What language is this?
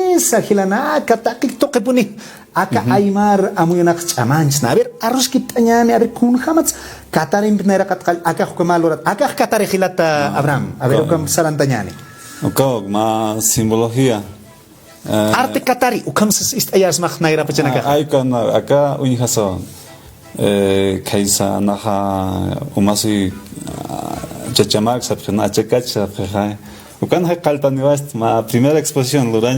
Aymara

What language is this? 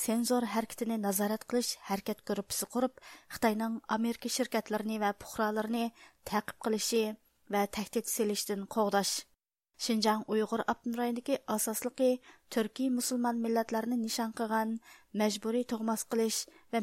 Uyghur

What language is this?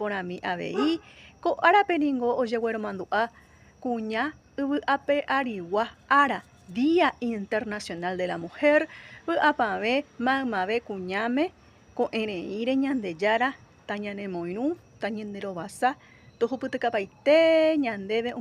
Guarani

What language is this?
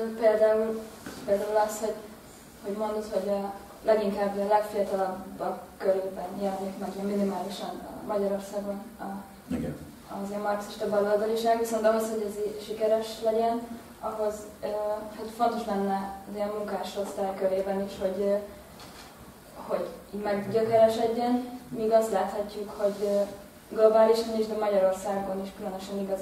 Hungarian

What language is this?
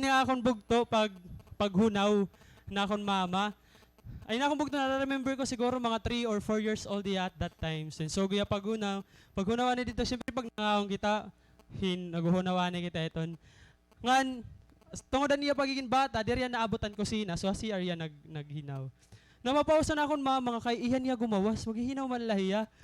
Waray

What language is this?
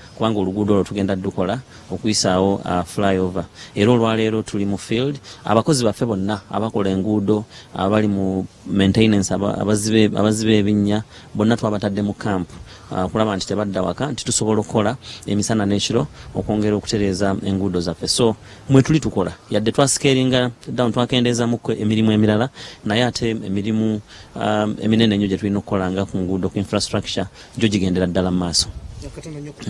Ganda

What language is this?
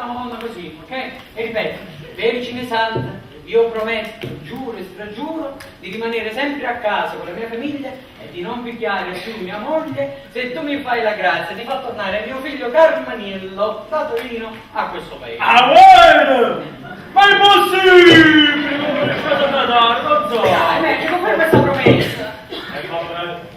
Neapolitan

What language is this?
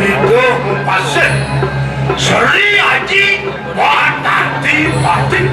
Balinese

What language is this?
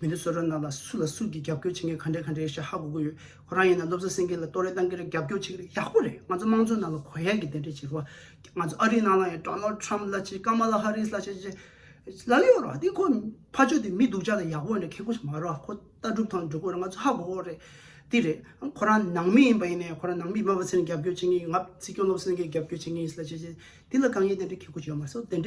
Tibetan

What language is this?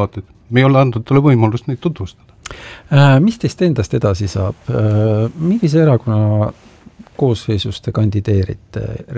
Estonian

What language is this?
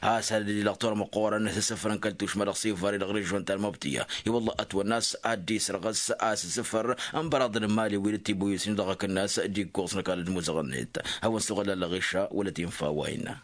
Tamasheq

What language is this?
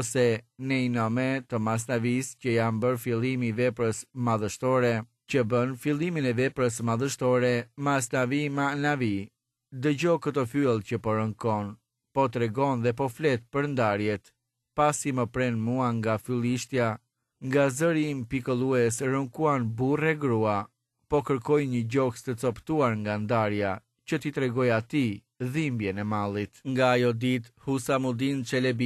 Albanian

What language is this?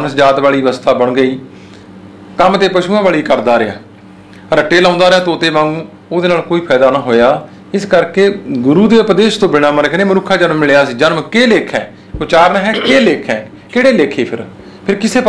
Punjabi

